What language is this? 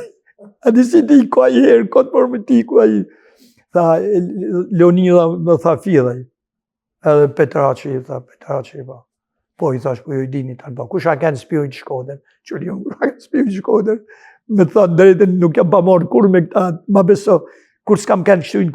Albanian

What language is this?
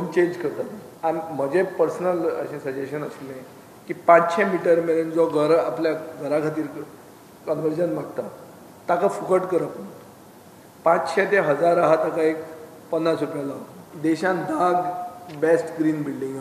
Konkani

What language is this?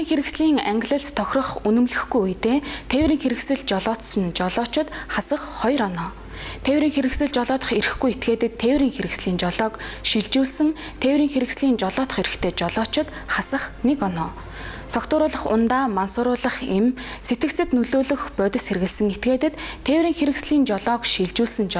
Mongolian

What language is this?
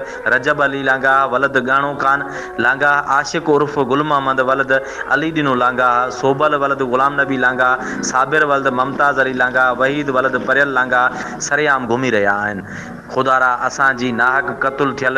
Sindhi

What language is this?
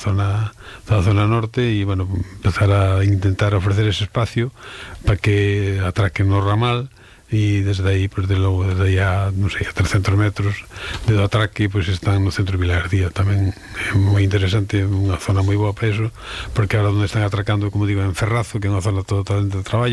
Galician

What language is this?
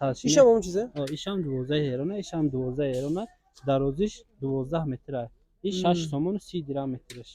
Tajik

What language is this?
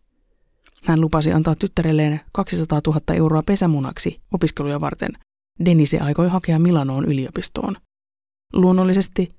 Finnish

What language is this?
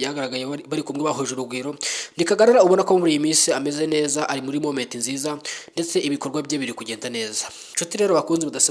Kinyarwanda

